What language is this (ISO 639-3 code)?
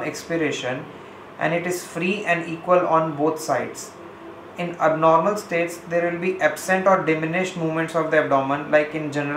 eng